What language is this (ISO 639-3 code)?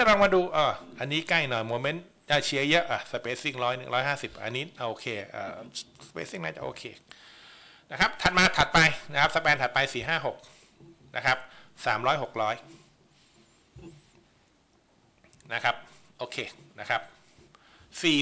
tha